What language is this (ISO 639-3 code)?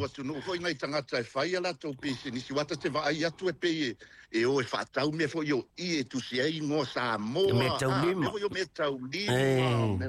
smo